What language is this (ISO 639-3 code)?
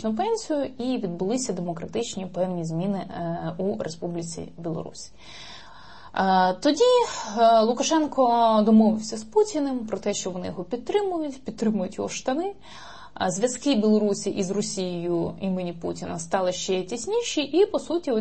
ukr